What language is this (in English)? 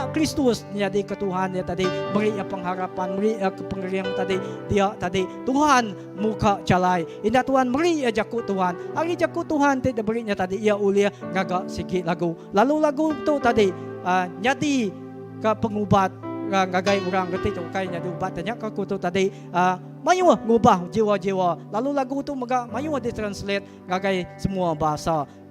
Iban